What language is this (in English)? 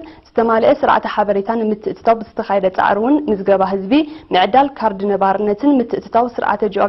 Tigrinya